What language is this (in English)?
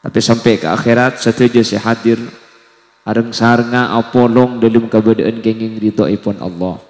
Madurese